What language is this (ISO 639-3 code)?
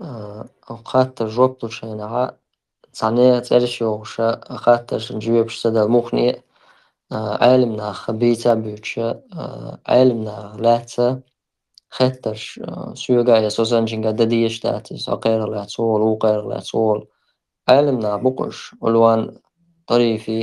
che